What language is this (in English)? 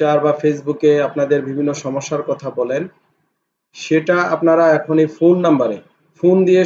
Bangla